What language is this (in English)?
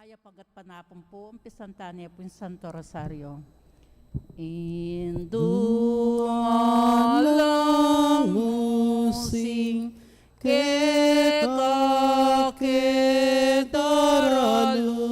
Pampanga